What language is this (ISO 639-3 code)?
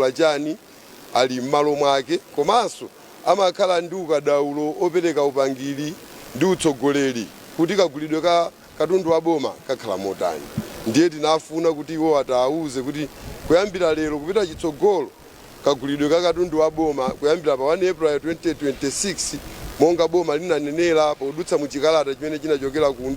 nya